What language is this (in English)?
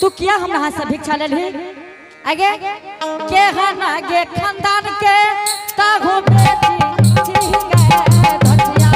Angika